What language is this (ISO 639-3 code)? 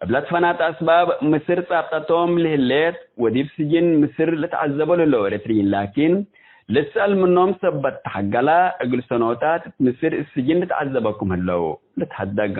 tig